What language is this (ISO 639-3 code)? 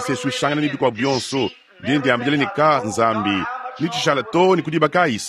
lua